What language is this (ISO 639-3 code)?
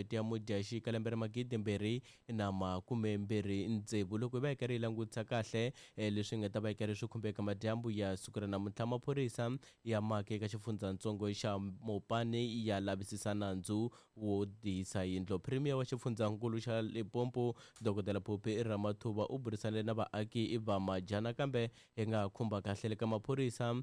tso